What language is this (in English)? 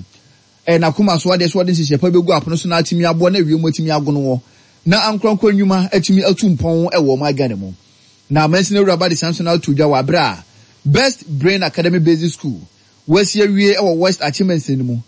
Akan